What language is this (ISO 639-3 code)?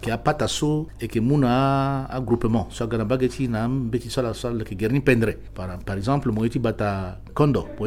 sag